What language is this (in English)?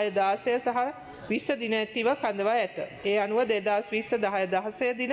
Sinhala